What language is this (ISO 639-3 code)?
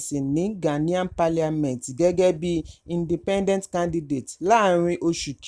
yor